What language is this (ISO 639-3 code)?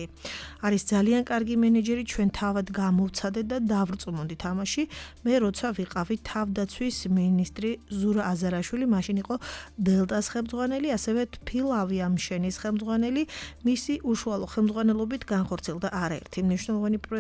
kat